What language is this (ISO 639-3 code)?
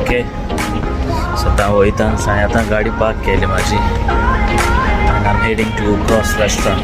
kok